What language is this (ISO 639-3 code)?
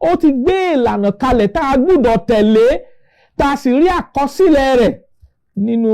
yor